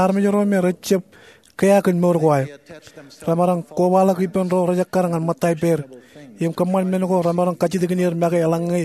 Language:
Marshallese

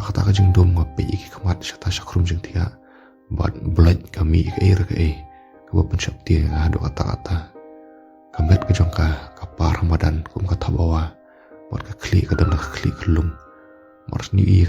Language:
Khasi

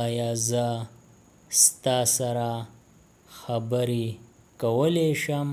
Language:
Pashto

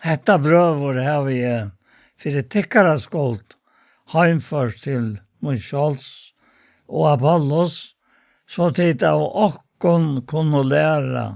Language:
Faroese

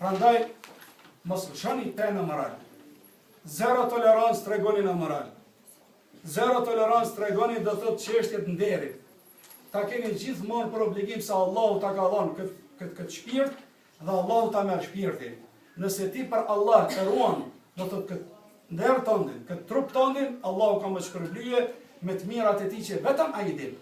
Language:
Albanian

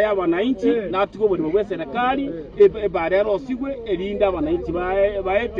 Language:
Gusii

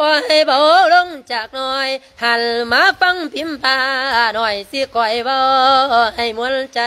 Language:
Lao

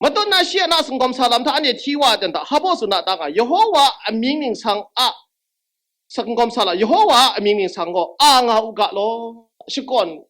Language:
Kachin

